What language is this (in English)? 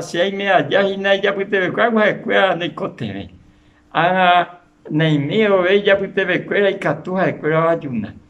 Guarani